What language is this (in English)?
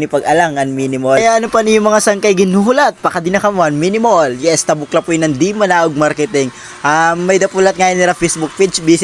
Waray